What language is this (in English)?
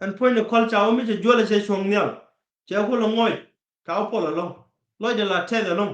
Nuer